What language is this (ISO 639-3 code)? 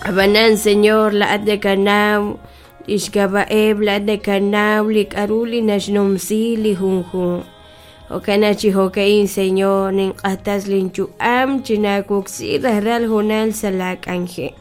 kek